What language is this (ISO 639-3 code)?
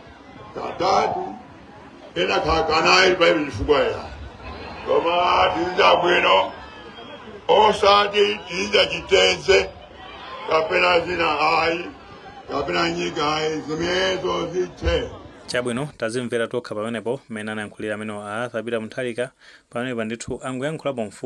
nya